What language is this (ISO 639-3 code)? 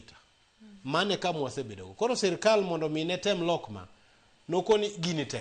luo